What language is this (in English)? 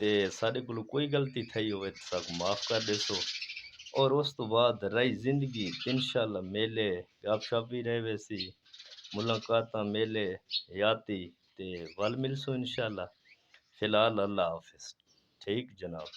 Saraiki